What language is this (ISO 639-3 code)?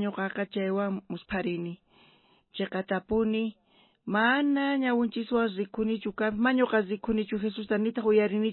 quh